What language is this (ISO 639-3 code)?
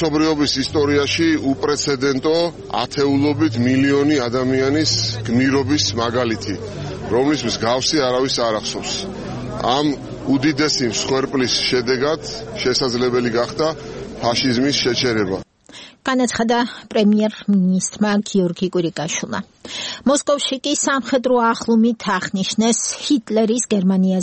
kat